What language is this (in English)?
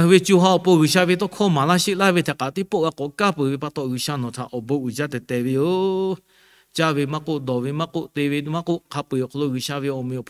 Lahu